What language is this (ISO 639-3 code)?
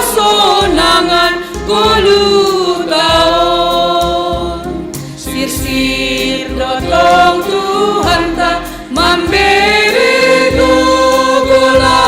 bts